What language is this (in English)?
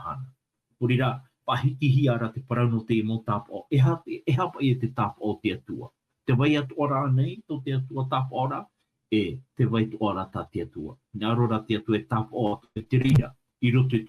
Tahitian